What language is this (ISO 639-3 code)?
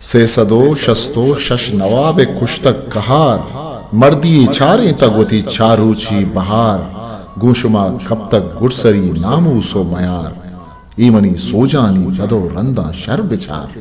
bgp